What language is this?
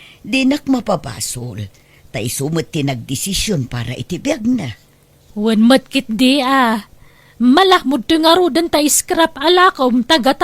Iloko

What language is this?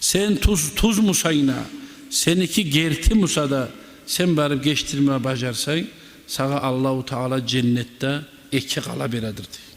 Kumyk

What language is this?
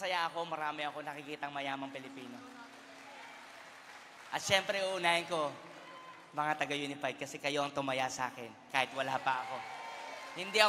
Filipino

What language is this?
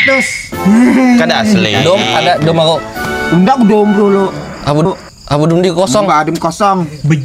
Banjar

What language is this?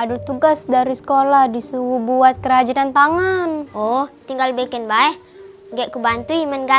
Musi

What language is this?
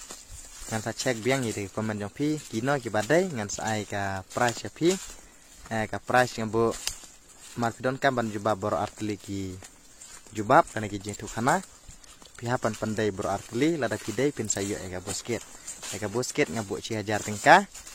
Khasi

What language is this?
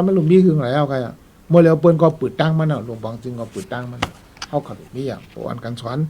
Shan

